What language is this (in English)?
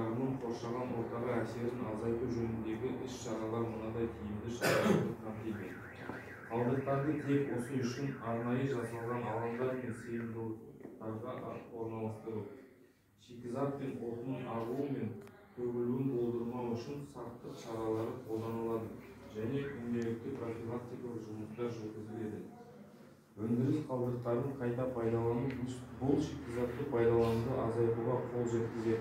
Kazakh